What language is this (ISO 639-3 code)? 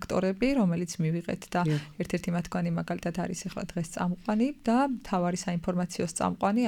kat